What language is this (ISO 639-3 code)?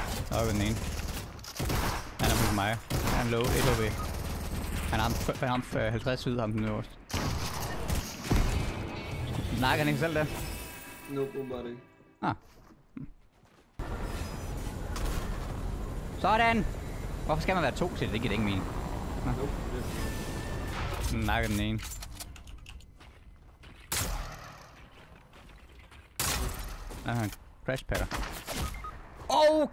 dan